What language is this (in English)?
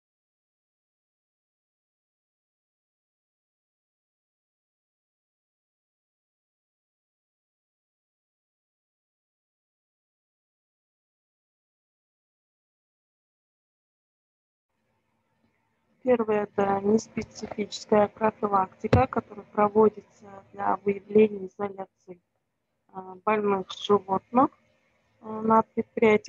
Russian